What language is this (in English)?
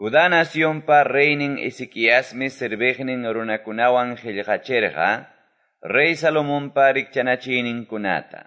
Quechua